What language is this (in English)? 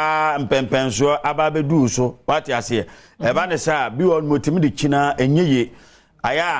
Akan